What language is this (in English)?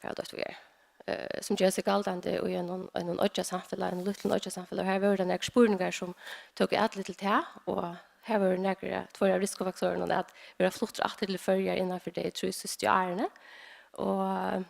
Faroese